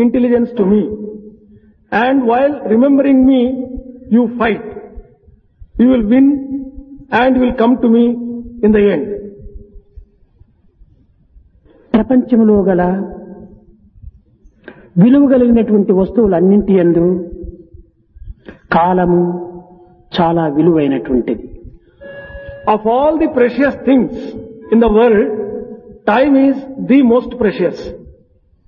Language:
Telugu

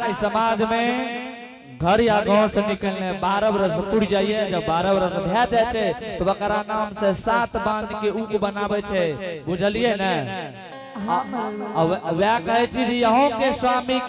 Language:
Angika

